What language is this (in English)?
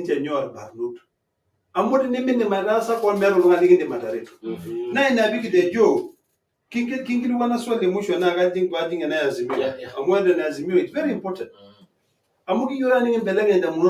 Masai